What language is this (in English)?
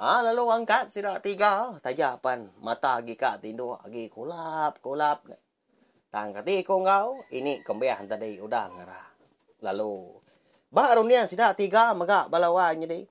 Iban